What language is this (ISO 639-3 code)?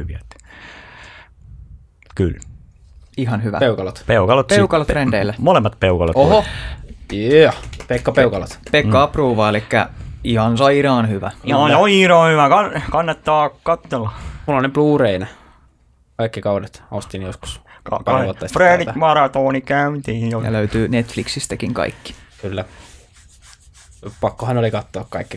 fin